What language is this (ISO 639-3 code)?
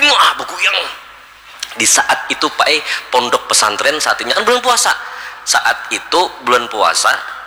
bjn